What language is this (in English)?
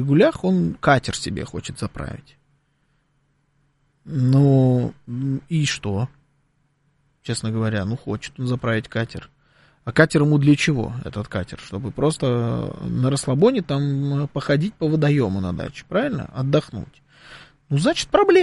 Russian